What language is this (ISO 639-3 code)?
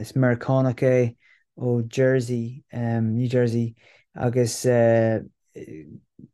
gle